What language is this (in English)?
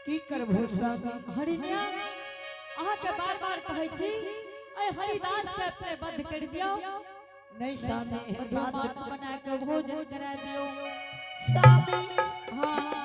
Angika